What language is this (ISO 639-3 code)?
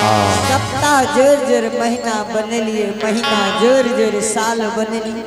anp